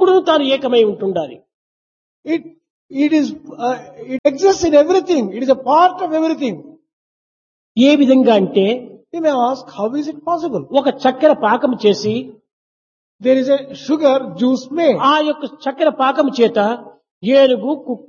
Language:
Telugu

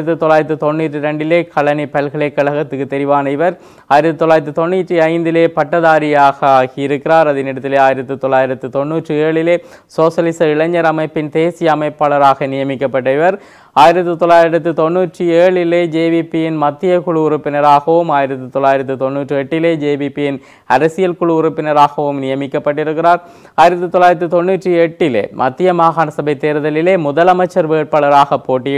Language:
Tamil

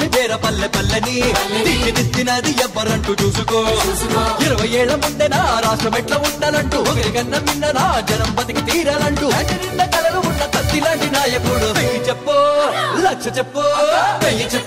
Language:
Telugu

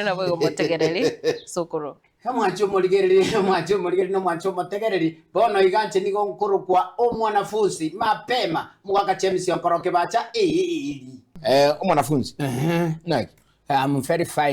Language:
Gusii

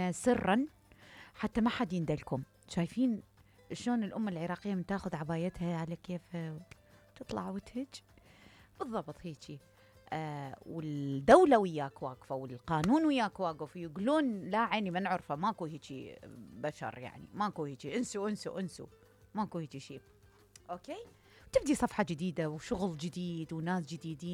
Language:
Mesopotamian Arabic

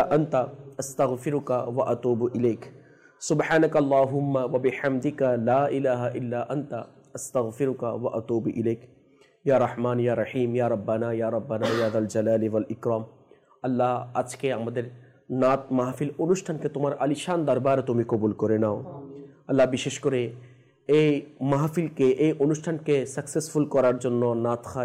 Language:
Bangla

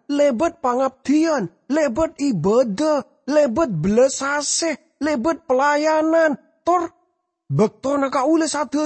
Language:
Madurese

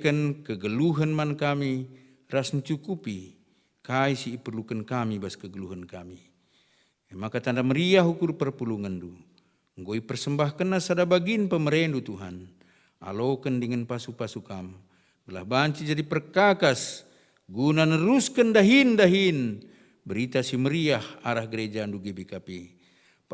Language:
Batak Karo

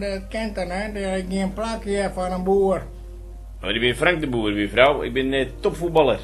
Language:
Western Frisian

